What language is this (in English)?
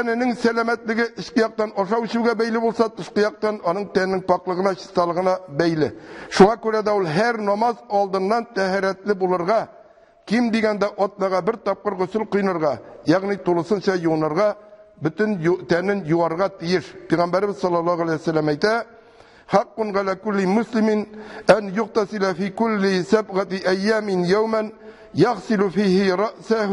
Tatar